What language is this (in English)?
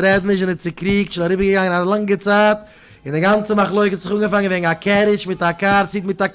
Yiddish